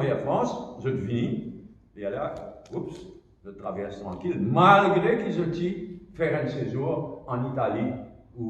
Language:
Morisyen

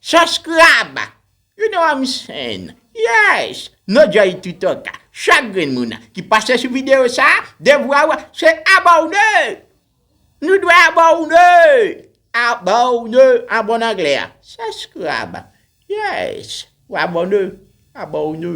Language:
Haitian Creole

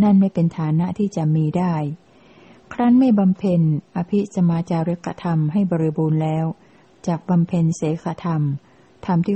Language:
Thai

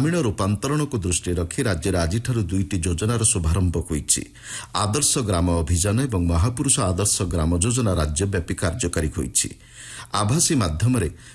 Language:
Odia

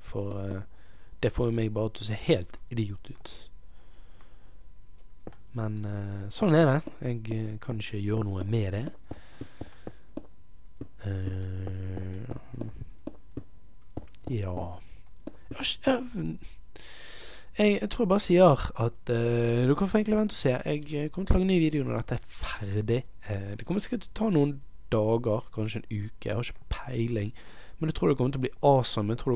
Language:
Norwegian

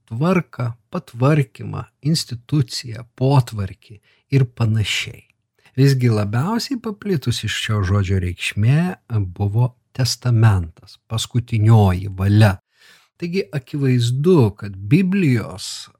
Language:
Lithuanian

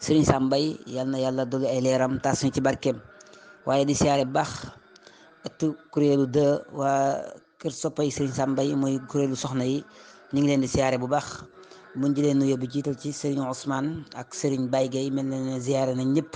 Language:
Wolof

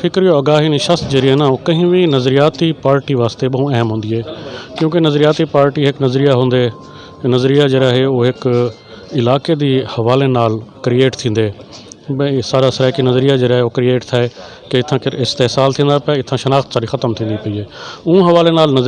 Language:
Saraiki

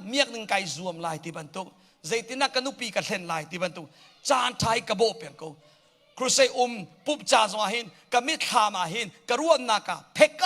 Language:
Hakha Chin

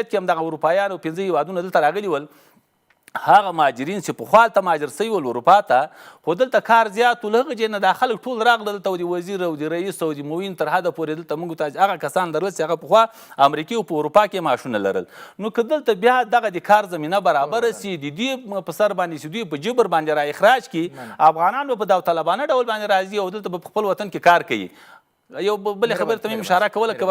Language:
Pashto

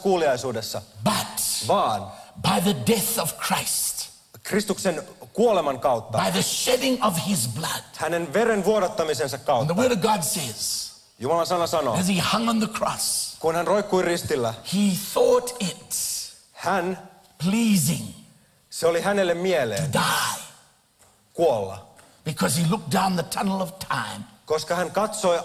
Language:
Finnish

